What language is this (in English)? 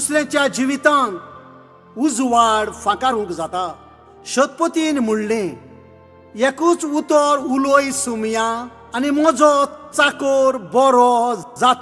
Konkani